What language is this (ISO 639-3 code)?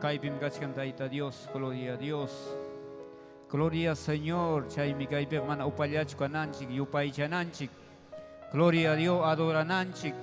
quy